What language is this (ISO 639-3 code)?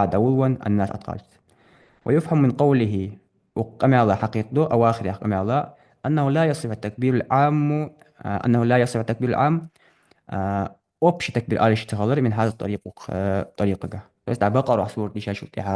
inh